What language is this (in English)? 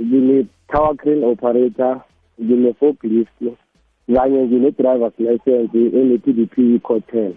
South Ndebele